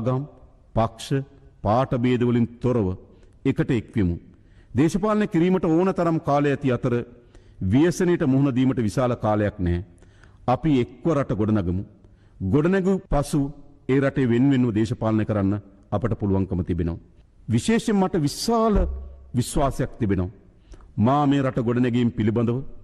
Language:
Sinhala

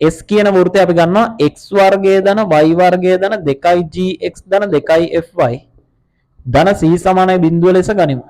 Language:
Sinhala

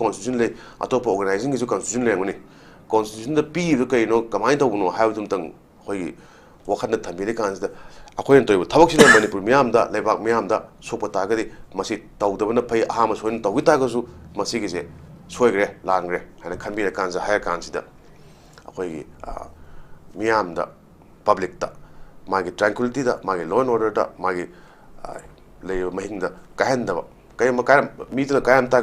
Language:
Manipuri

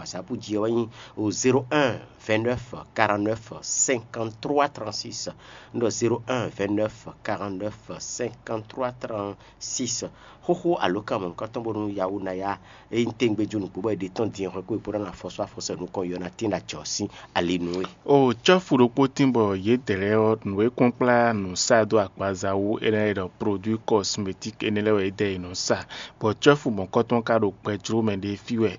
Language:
Fon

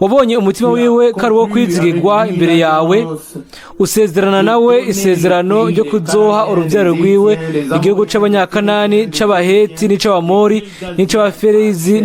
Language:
Rundi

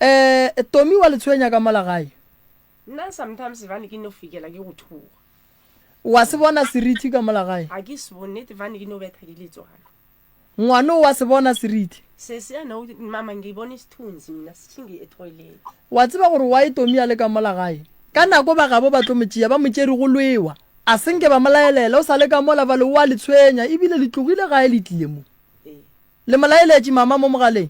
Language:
Northern Sotho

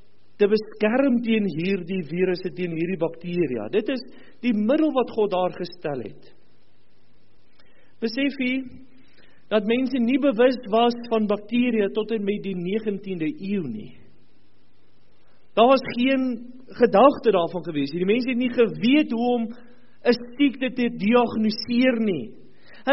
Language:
Afrikaans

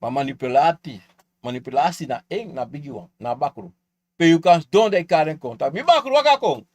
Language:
Sranan Tongo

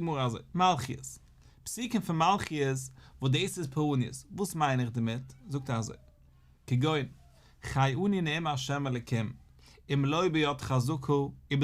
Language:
Yiddish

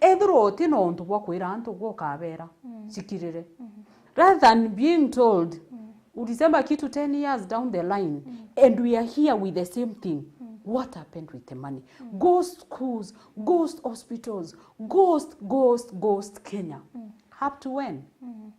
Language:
Meru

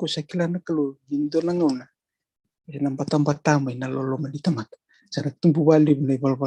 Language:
Fijian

